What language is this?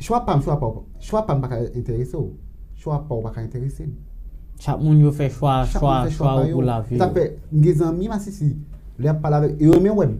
Haitian Creole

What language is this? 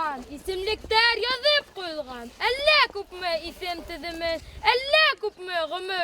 Bashkir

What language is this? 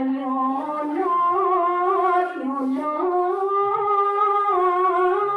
Balinese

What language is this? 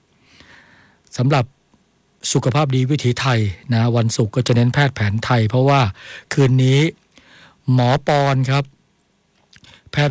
Thai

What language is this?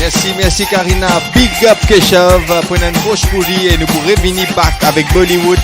Morisyen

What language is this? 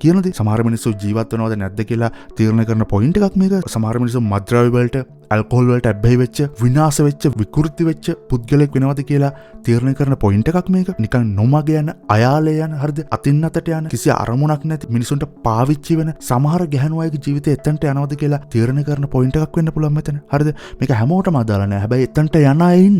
Sinhala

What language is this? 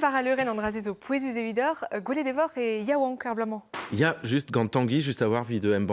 Breton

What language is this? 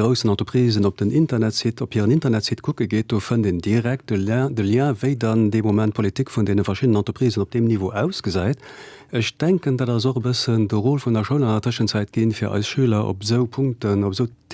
Luxembourgish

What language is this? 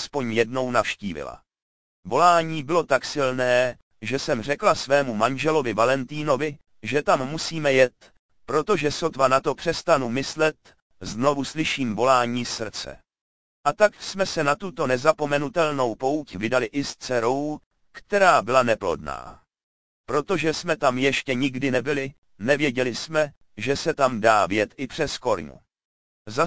Czech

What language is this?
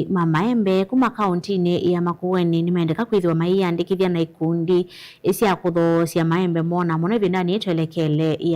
Kamba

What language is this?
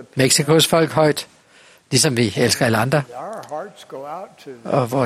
Danish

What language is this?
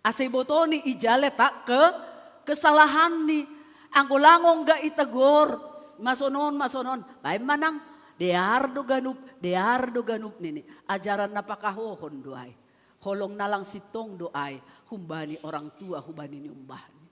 Batak Simalungun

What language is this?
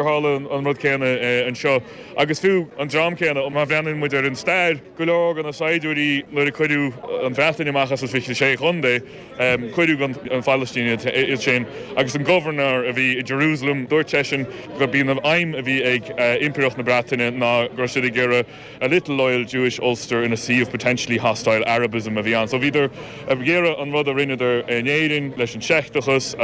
Irish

